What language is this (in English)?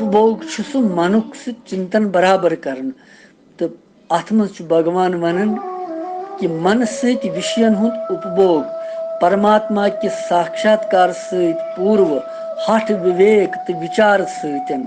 Kashmiri